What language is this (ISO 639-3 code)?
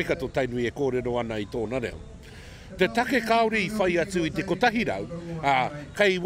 mri